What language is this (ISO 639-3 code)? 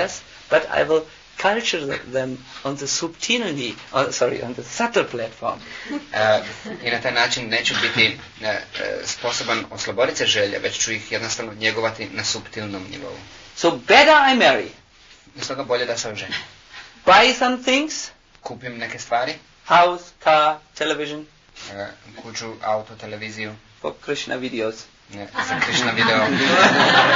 hrv